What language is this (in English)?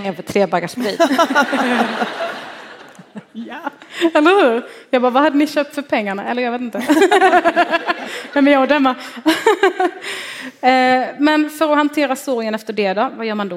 Swedish